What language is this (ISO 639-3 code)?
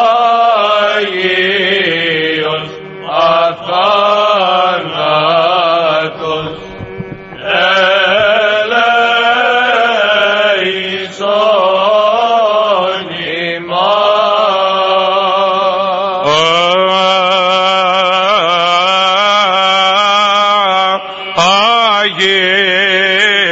ell